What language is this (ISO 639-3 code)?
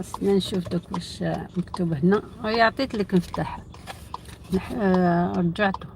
arq